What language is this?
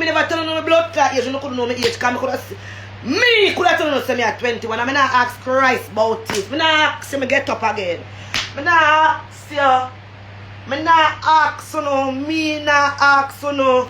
Jamaican Creole English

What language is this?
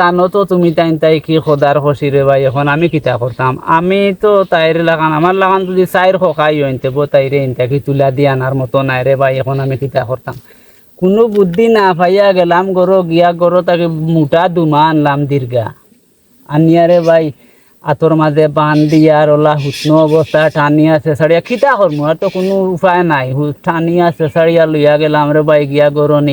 Sylheti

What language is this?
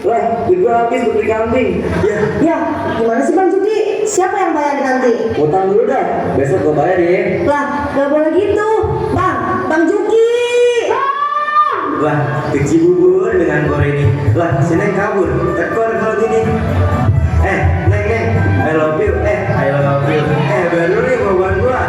Betawi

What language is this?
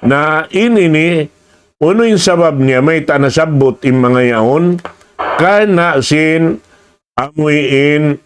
Tausug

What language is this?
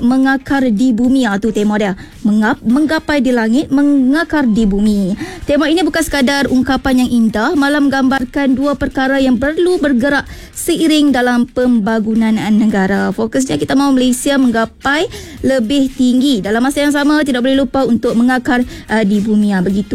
Malay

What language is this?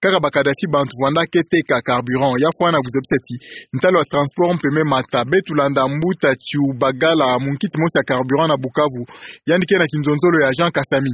Kituba (Democratic Republic of Congo)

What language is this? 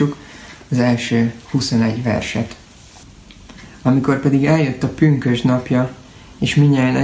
Hungarian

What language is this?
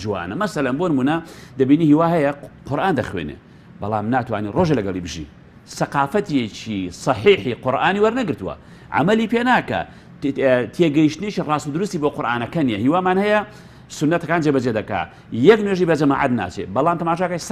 Central Kurdish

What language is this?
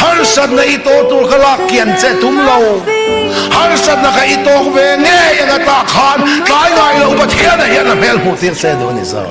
Mizo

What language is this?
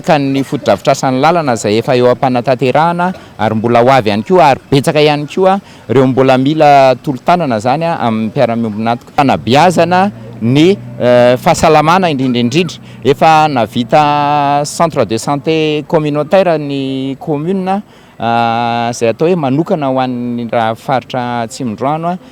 Malagasy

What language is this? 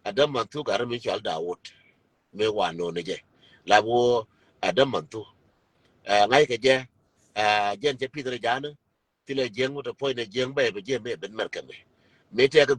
Nuer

